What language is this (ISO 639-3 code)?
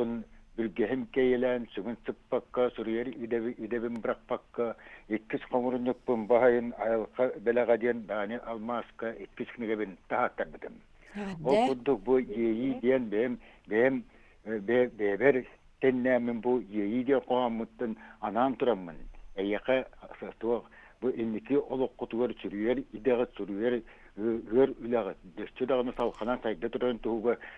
sah